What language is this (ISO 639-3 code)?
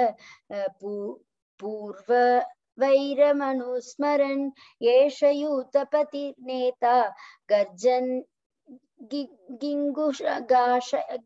san